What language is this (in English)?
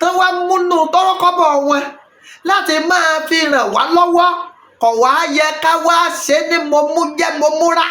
Yoruba